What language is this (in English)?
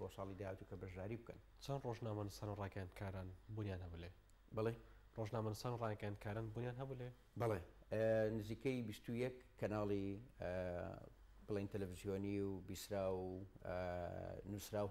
Central Kurdish